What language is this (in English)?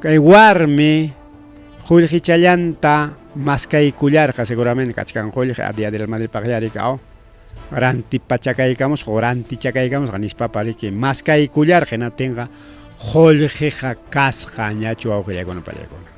Ayacucho Quechua